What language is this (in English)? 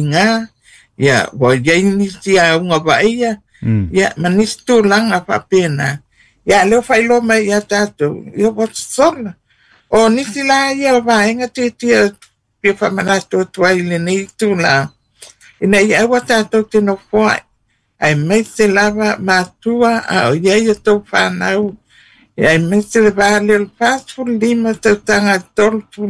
Samoan